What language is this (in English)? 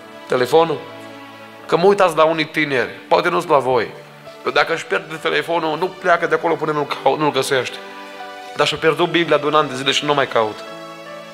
Romanian